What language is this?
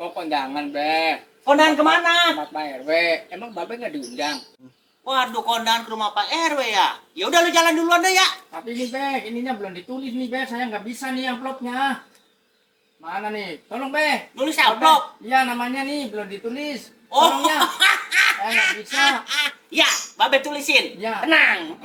Betawi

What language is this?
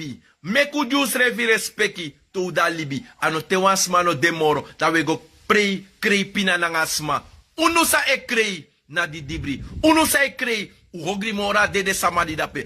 Sranan Tongo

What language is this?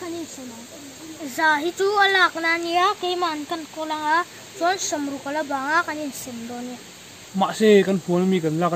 Mizo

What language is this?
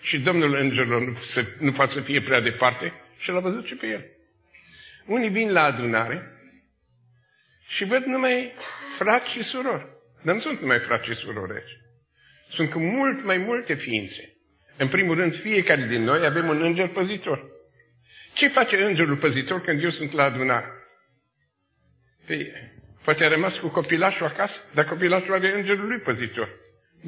Romanian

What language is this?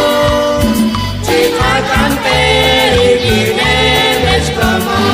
Kekchí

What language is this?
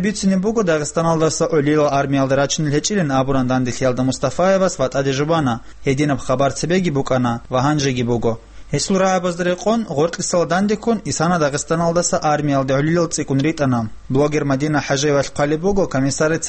Avaric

